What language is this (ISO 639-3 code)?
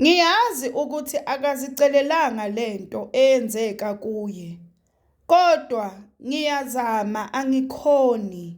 zul